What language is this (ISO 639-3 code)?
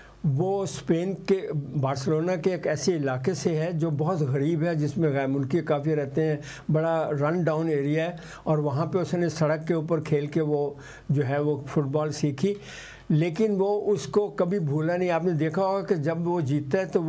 urd